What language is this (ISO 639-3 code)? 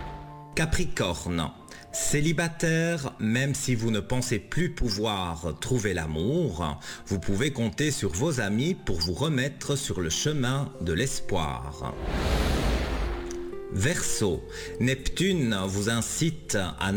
fra